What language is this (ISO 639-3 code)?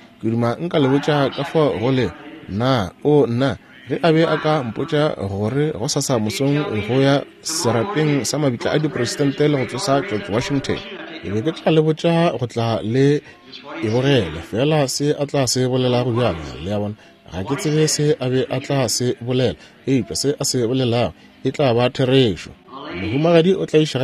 nso